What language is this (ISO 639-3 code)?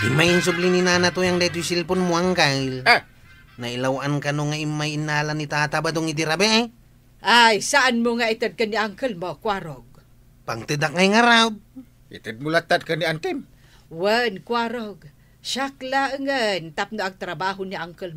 ilo